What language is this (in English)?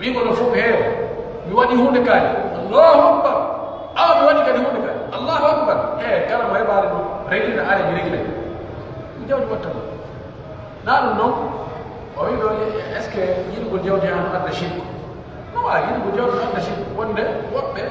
Pular